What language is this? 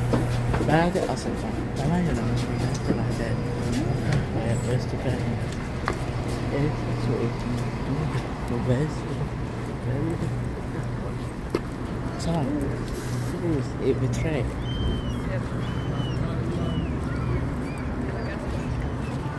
Finnish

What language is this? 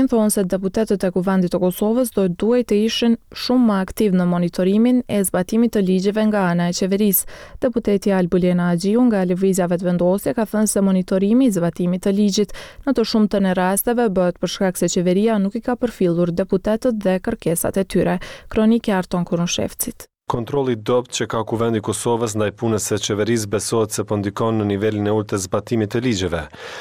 Albanian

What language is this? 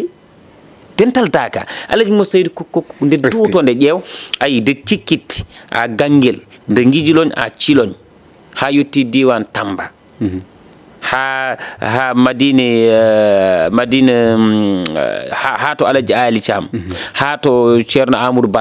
Fula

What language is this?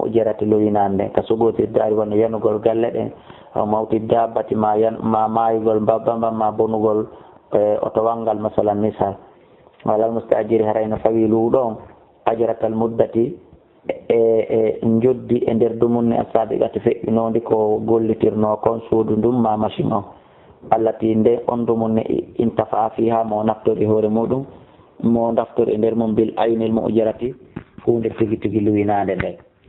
Fula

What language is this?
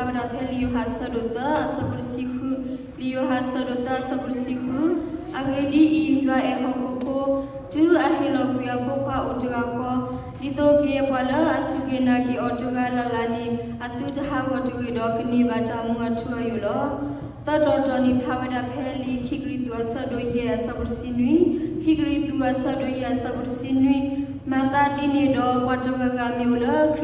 S'gaw Karen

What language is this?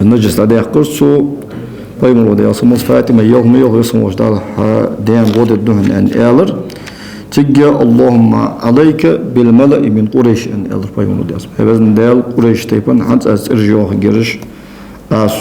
Ingush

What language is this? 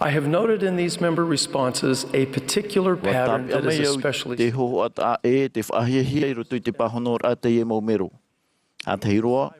Tahitian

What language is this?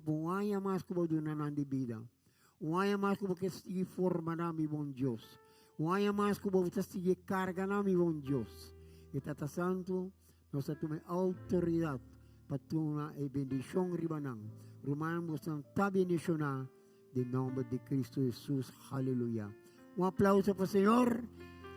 Papiamento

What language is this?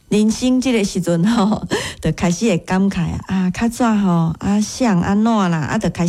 Min Nan Chinese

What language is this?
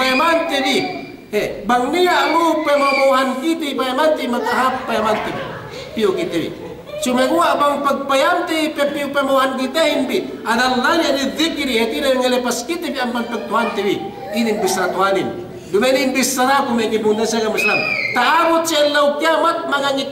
Yakan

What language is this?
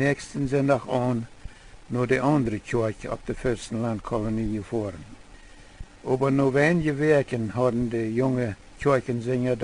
Plautdietsch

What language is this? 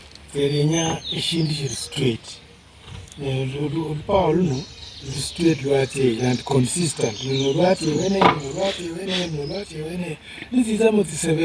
Luyia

